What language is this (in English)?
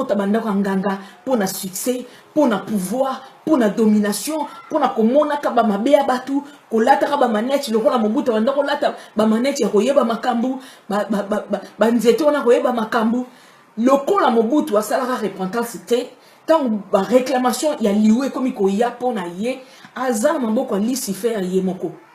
Lingala